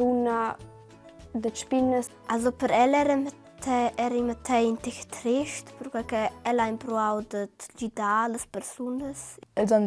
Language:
Romansh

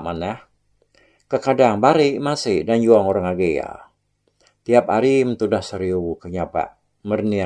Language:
Iban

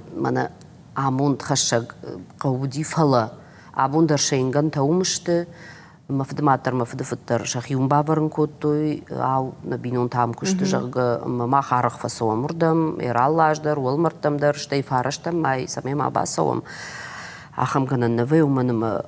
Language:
Ossetic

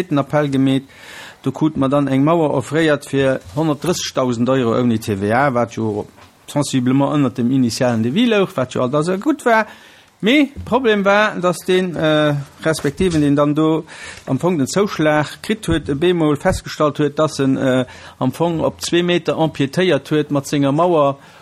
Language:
Luxembourgish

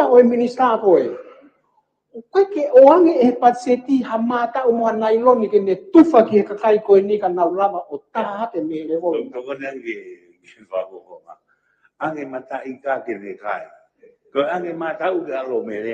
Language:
Tongan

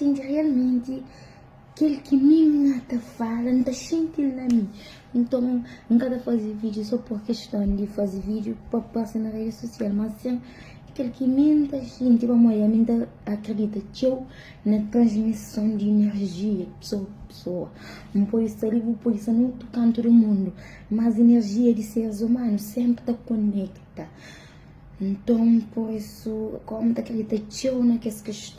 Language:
Kabuverdianu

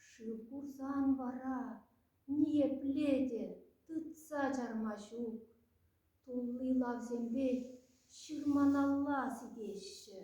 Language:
Chuvash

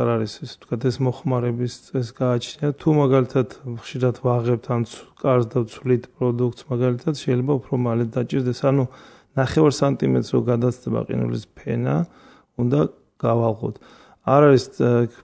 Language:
Georgian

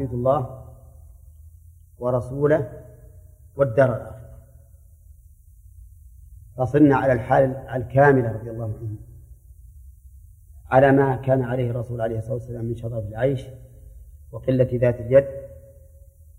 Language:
Arabic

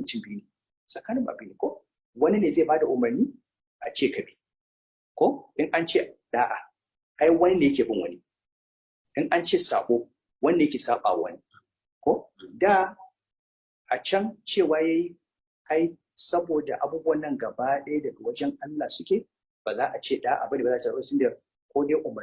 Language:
Hausa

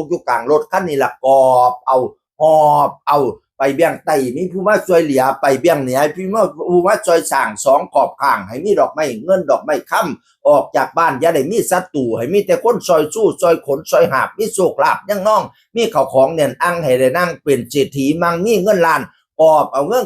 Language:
Northeastern Thai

